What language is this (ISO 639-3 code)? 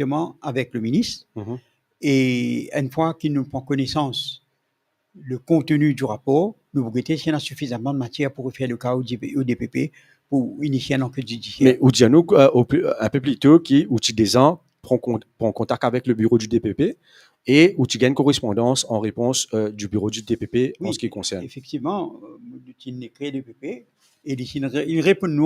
mfe